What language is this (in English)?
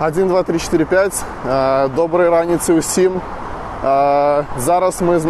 Belarusian